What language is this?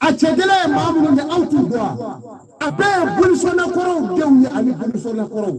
Bambara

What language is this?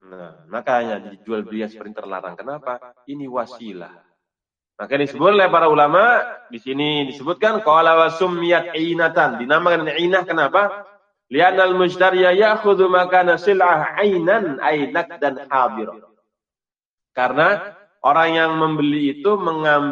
Indonesian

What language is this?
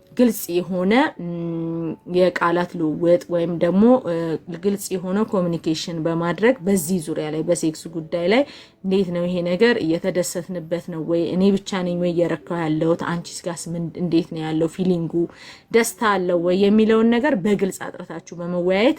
Amharic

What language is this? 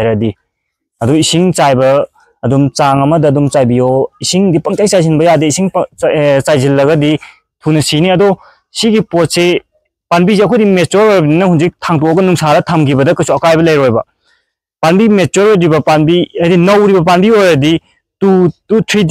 Manipuri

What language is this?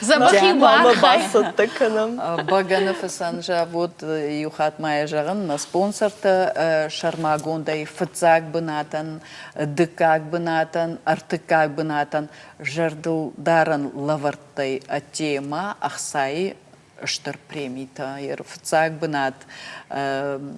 Ossetic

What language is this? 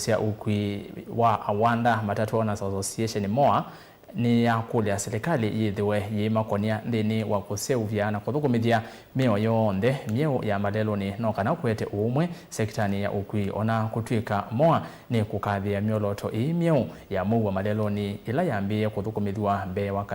Kamba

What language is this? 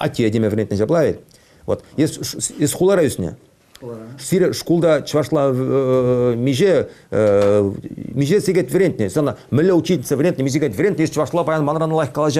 Chuvash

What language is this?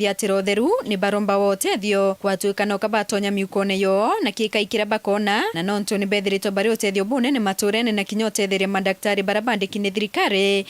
Meru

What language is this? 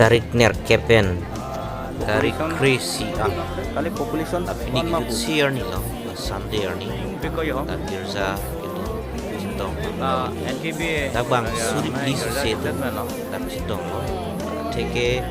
Karbi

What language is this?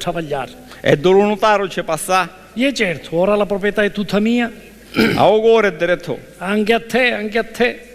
Sicilian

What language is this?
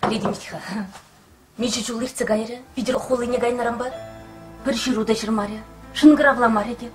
Chuvash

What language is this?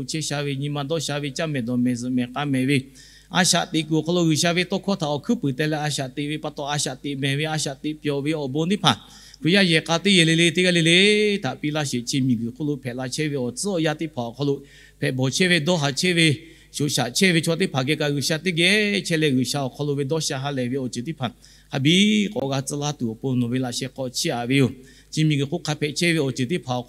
Lahu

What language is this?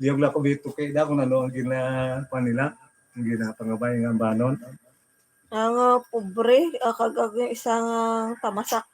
Hiligaynon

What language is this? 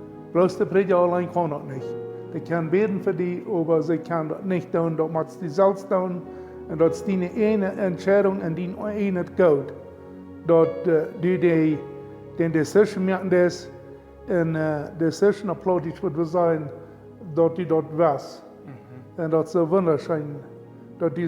Plautdietsch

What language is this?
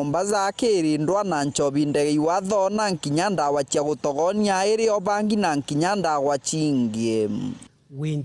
Meru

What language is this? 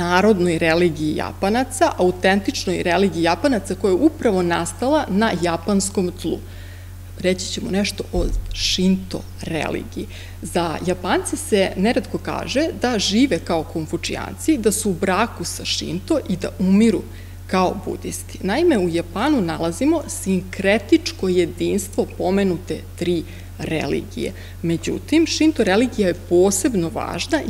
Serbian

